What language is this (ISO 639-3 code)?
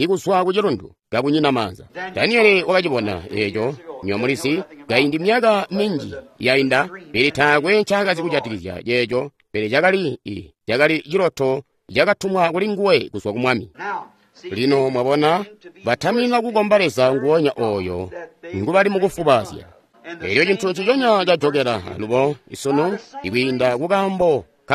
toi